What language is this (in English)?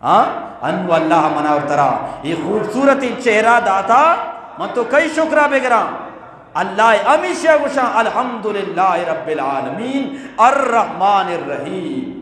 Eastern Balochi